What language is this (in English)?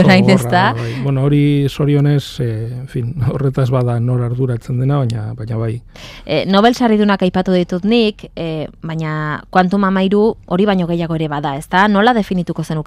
Basque